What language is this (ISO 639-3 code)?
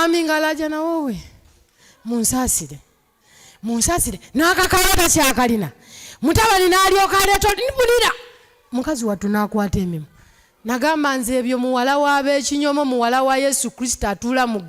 lug